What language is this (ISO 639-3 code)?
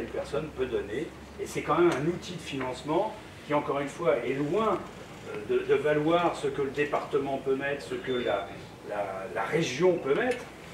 fra